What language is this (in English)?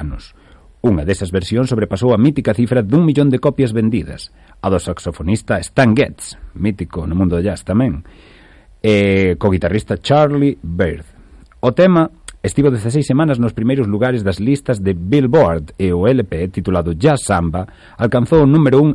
Galician